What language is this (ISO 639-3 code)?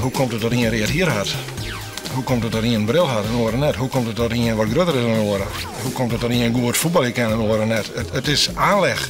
fry